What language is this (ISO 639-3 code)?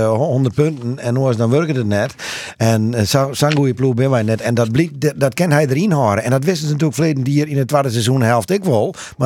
fry